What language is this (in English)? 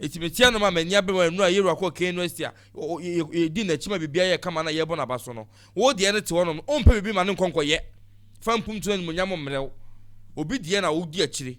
Akan